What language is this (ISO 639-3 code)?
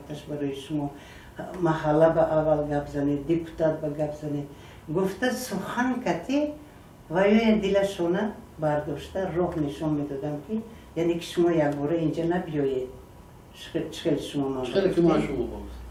tgk